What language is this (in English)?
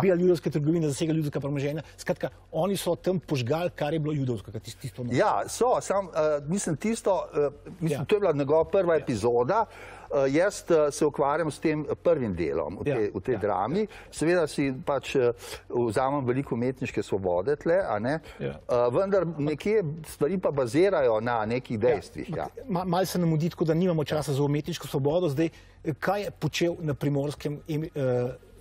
Slovenian